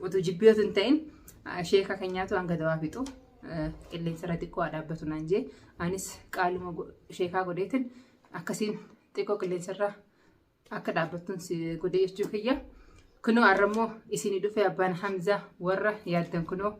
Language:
Oromo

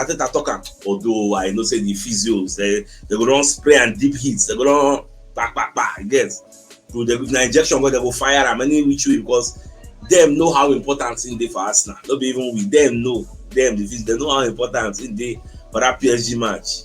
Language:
Nigerian Pidgin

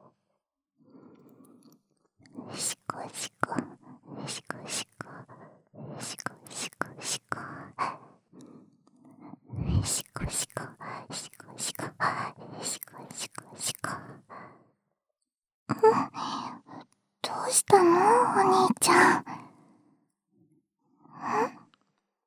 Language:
Japanese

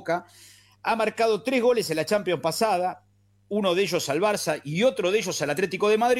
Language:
Spanish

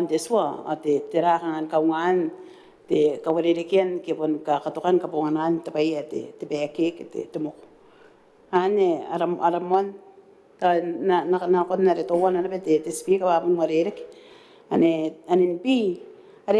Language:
Gilbertese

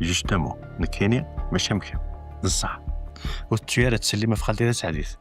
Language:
Kabyle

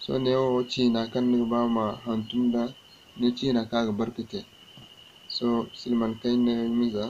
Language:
Zarma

